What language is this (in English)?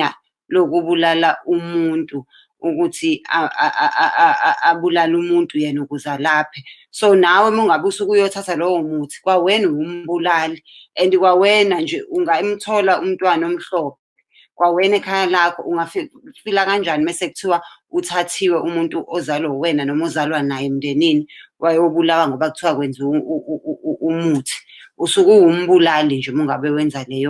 Zulu